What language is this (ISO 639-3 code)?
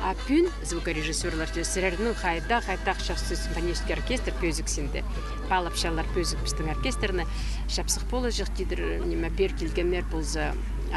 kjh